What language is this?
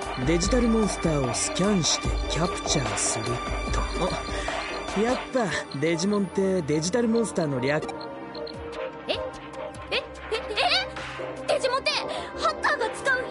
Japanese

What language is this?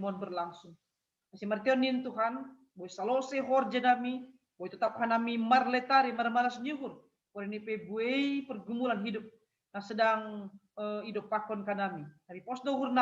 Batak Simalungun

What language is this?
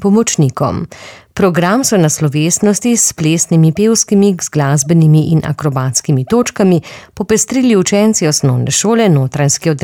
Slovenian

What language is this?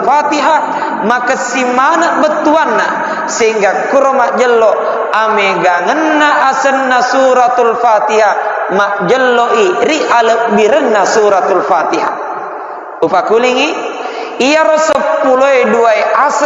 Buginese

